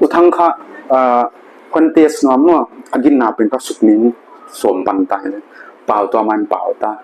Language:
Paite Chin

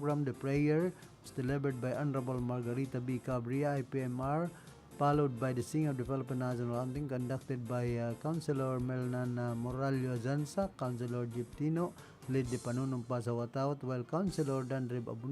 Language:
Bikol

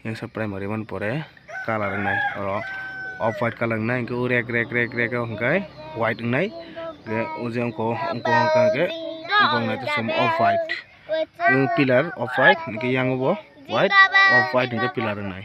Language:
Kok Borok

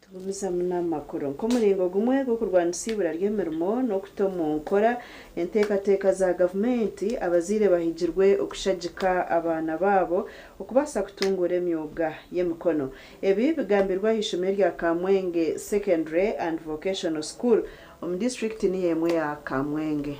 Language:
Nyankole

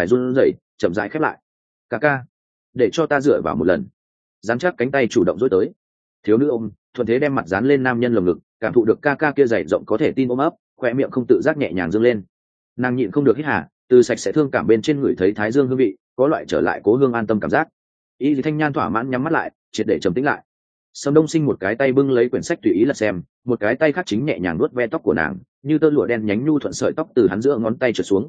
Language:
Vietnamese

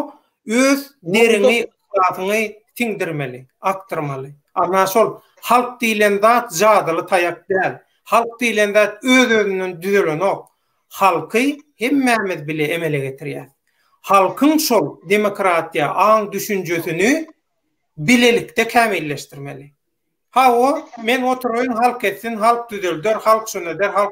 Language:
Turkmen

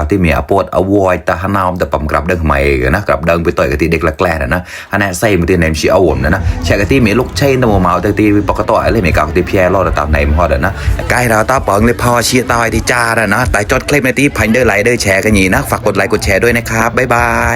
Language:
Mon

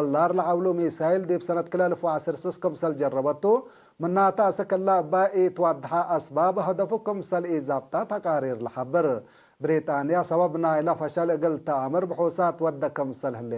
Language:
Tigre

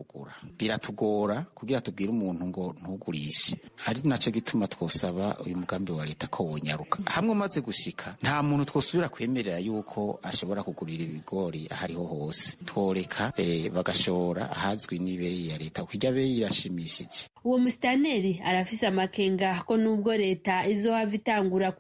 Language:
Rundi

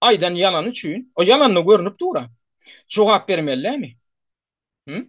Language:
Turkmen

